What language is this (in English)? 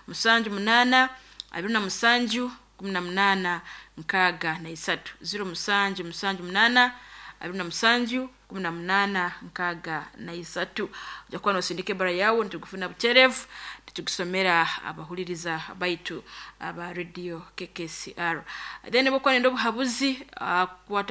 Nyoro